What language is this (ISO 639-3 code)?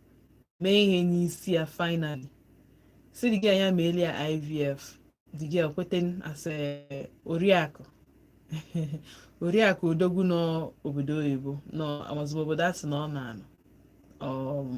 ibo